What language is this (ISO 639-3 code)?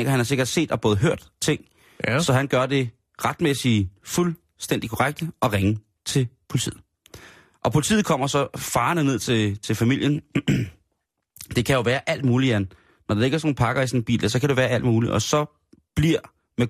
dan